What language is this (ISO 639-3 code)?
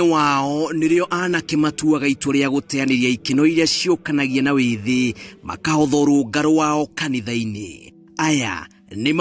kik